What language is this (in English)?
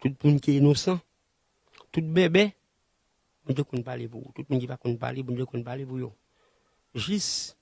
Haitian Creole